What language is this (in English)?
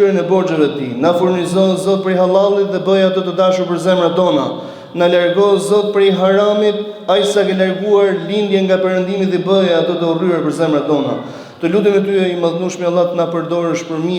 Albanian